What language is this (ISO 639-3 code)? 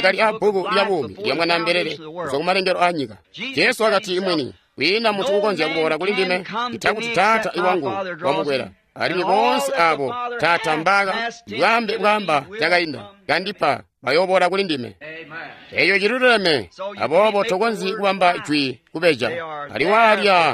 toi